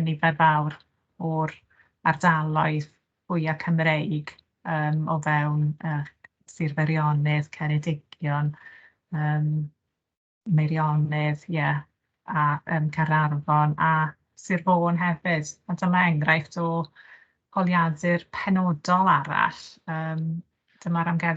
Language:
Welsh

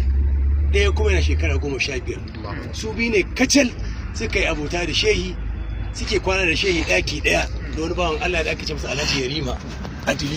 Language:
Hausa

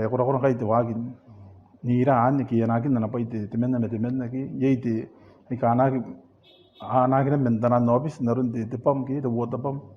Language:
Gilbertese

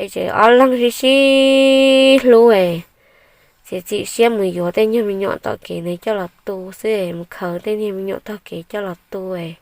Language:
Hmong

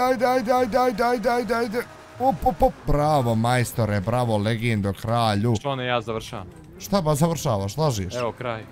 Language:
Bosnian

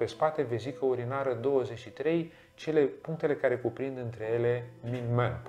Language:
Romanian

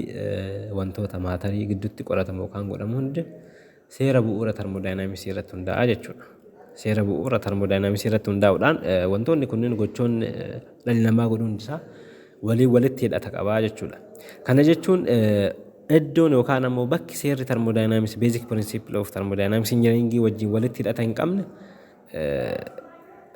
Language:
Oromo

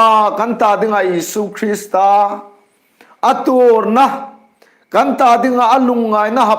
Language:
Hmar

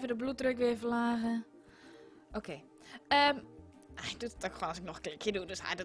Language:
Dutch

